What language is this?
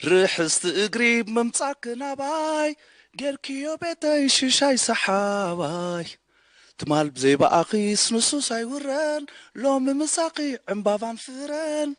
Tigrinya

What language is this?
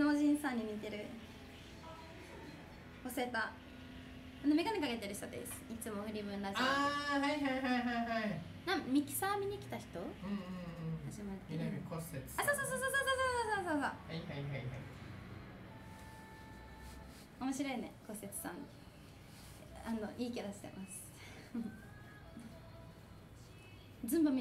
Japanese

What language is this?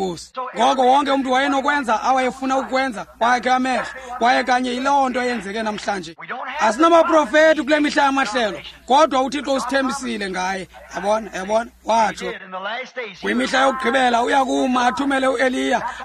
Xhosa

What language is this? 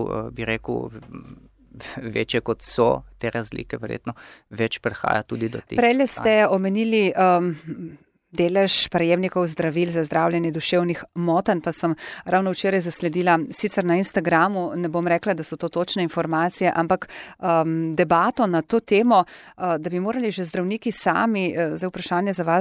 Slovenian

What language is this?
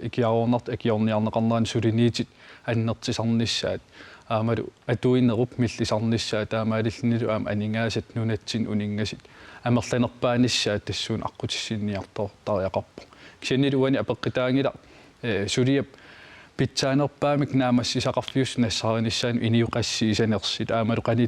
Kalaallisut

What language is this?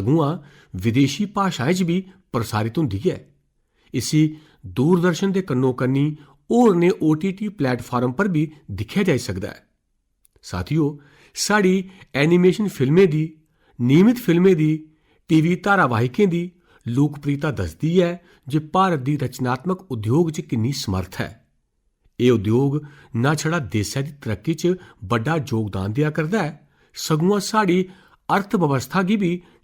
Dogri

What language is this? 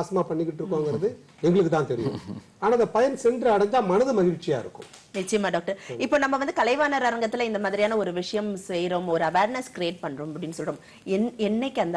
Tamil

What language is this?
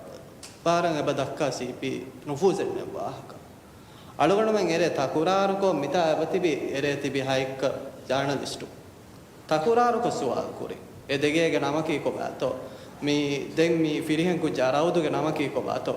Divehi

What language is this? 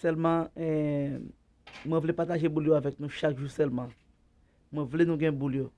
Haitian Creole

